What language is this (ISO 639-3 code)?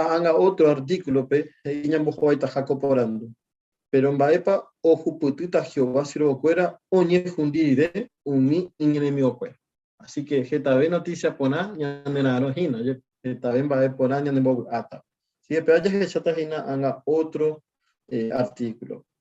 grn